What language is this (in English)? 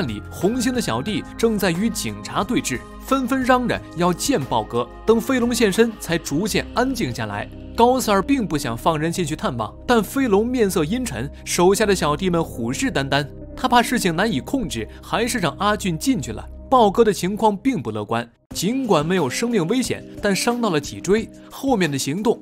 Chinese